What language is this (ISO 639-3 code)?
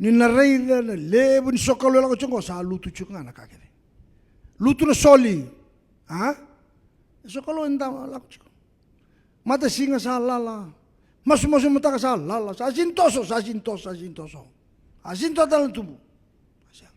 fij